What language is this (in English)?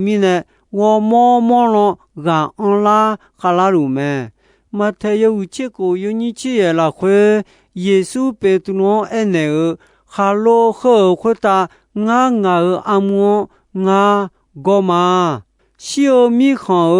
Akha